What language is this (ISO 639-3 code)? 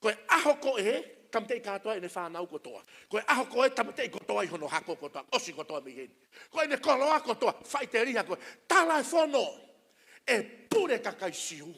ton